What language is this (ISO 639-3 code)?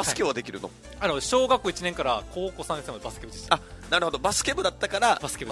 jpn